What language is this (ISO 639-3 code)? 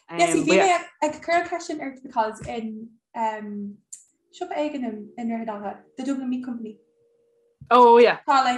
gle